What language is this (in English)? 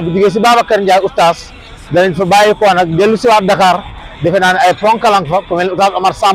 Wolof